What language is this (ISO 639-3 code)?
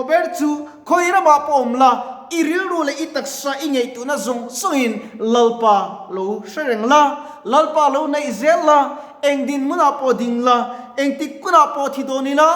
lus